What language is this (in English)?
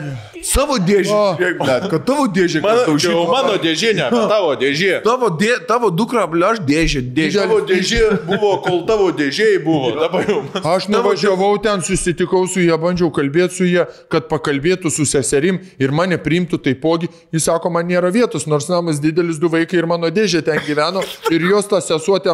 Lithuanian